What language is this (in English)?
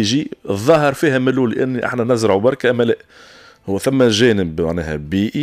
Tunisian Arabic